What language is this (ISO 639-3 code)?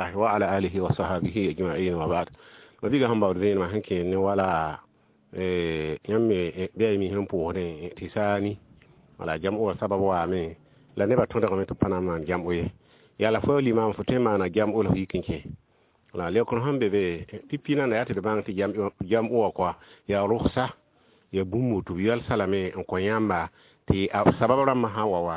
mos